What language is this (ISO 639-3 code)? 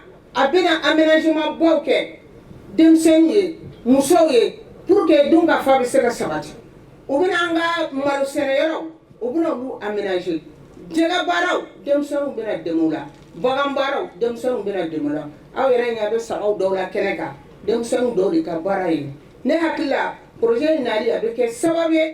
bam